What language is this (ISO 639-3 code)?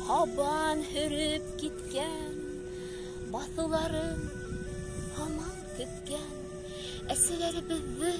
bak